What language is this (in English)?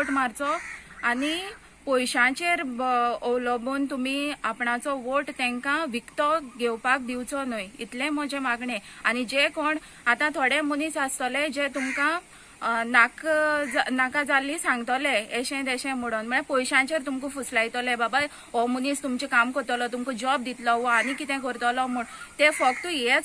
Konkani